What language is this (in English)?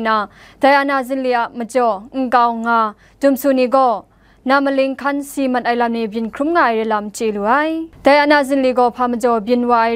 Kachin